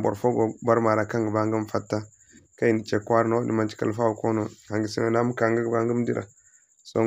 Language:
Zarma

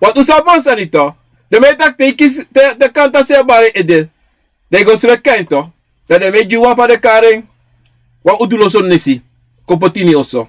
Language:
Sranan Tongo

